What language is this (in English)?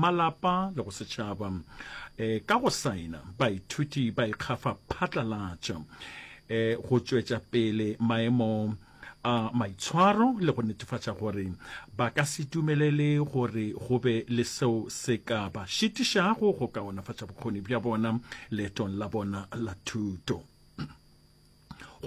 Northern Sotho